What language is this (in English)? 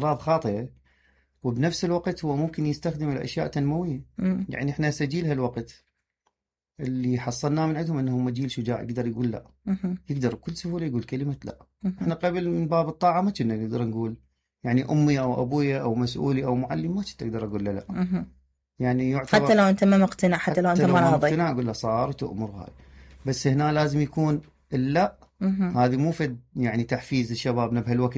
Mesopotamian Arabic